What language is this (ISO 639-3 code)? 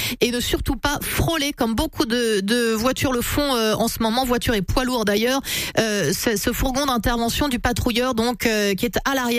fra